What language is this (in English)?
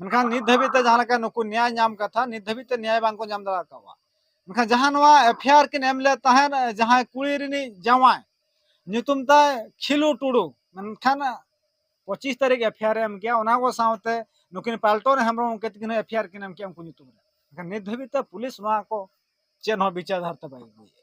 Santali